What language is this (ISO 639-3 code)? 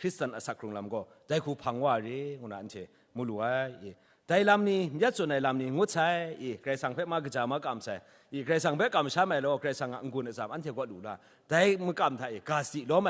kac